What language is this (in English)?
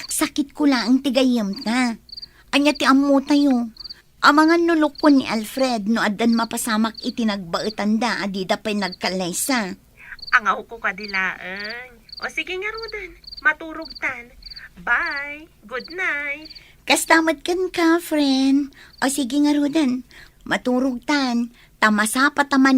Iloko